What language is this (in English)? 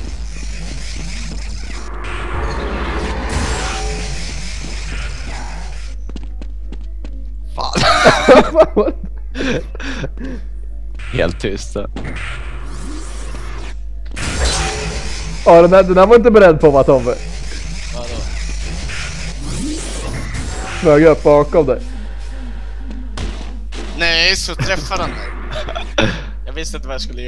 Swedish